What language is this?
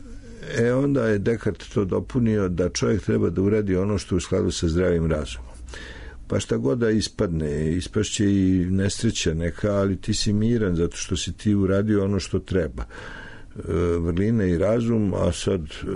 Serbian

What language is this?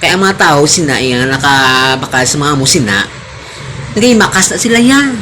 Hiligaynon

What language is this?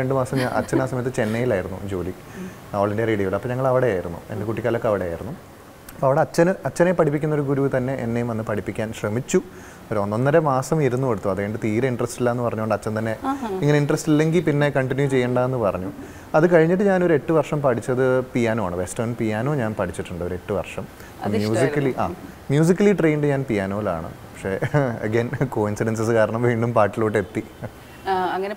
Malayalam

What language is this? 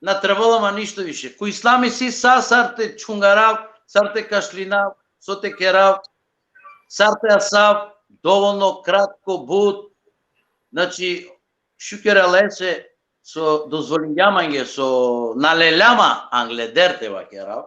Balkan Romani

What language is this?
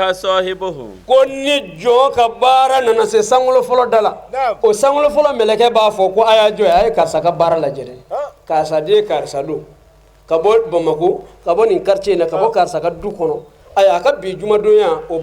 Bambara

